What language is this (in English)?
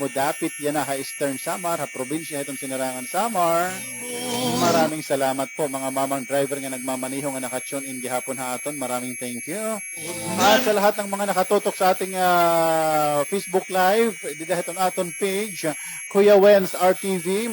Waray